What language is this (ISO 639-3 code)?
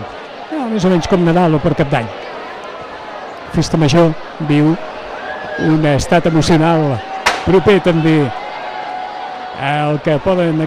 cat